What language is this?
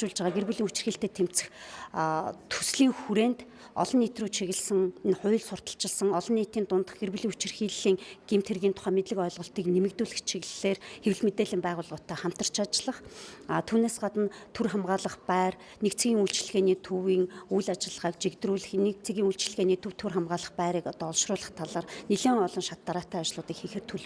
Mongolian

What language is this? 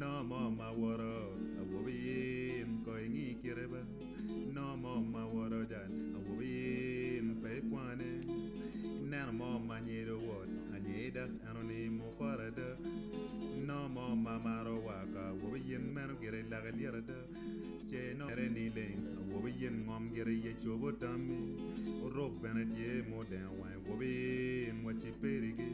Acoli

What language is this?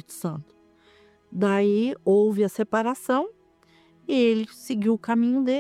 Portuguese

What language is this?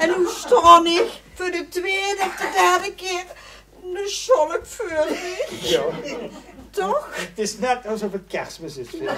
Limburgish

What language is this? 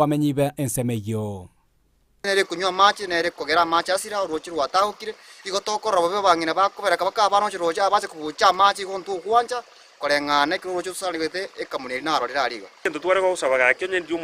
Gusii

